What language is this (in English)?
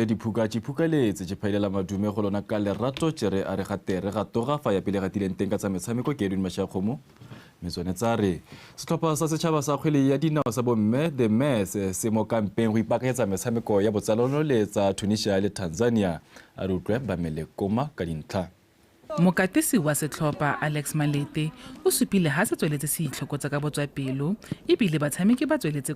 Tswana